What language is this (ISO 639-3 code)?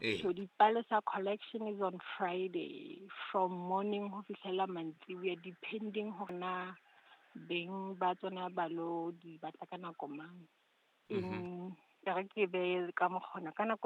sot